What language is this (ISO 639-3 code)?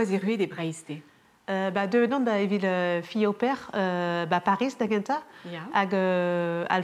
bre